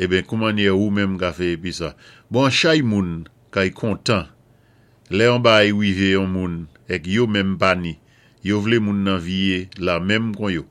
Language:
Saint Lucian Creole French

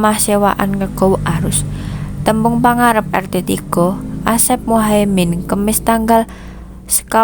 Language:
Javanese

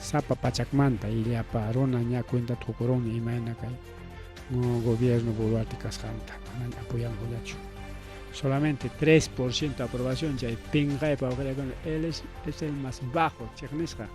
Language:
Ayacucho Quechua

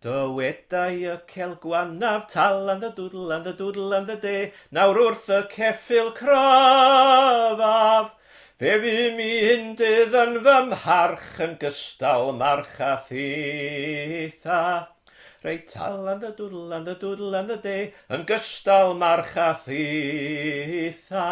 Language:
Welsh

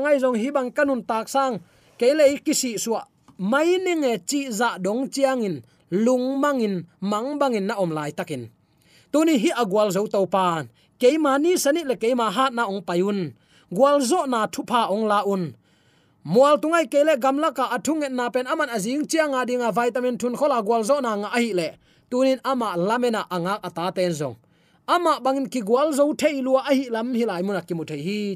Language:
Tedim Chin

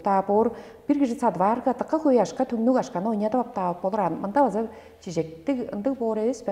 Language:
Tuvinian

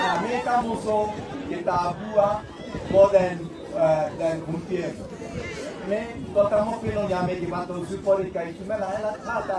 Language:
Tswana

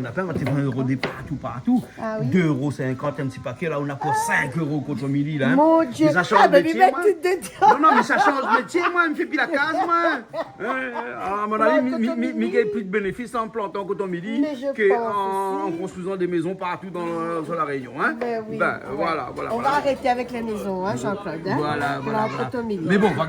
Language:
Réunion Creole French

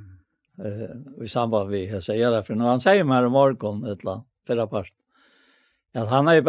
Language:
Faroese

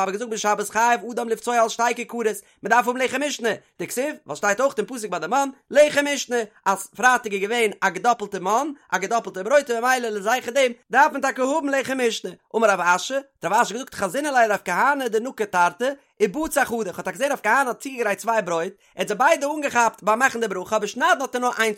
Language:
Yiddish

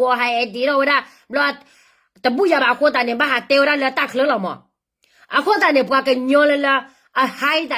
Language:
S'gaw Karen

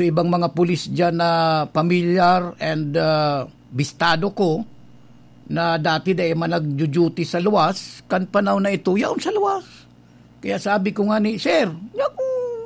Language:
Bikol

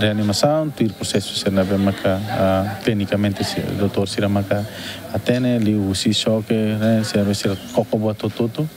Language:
Tetum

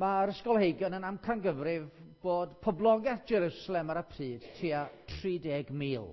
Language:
Welsh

